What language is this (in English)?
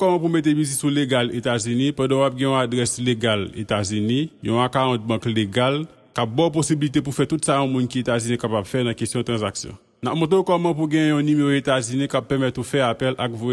Haitian Creole